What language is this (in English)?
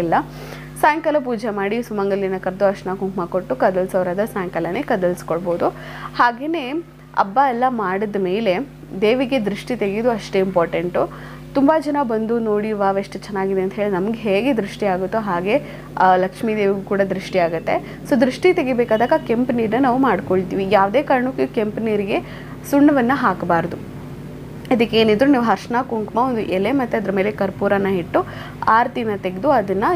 Kannada